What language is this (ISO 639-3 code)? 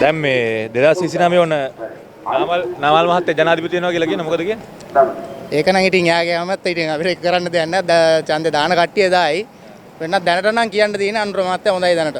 sin